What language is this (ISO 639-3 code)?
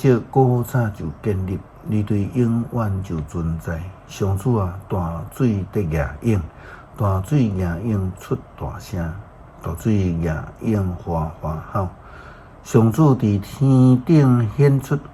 nan